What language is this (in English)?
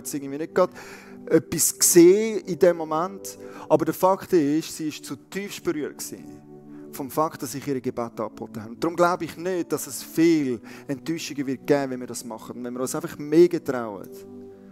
Swiss German